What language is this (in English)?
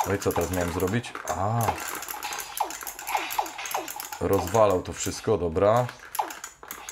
Polish